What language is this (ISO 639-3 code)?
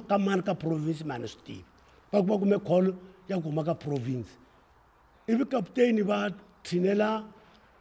tso